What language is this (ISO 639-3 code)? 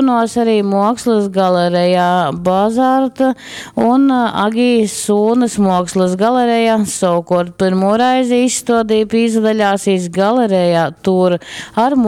ltg